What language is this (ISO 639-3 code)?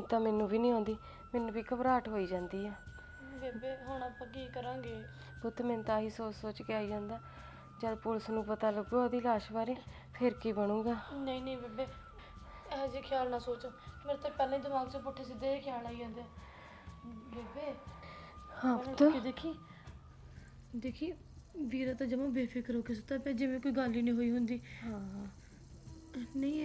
pan